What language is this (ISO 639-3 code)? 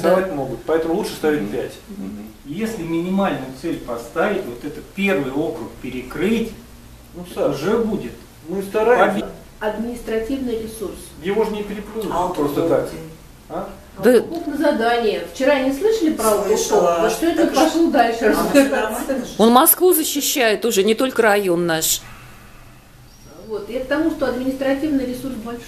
rus